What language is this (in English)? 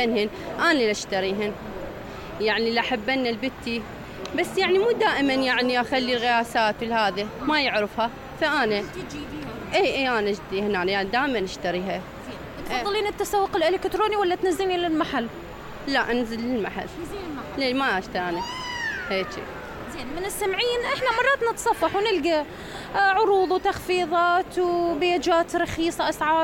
Mesopotamian Arabic